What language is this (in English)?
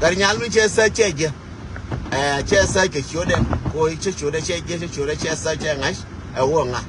Nuer